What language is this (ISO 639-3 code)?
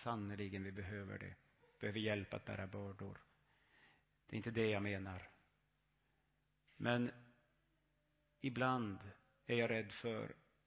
swe